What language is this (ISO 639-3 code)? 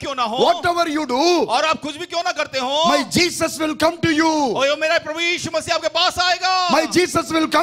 hin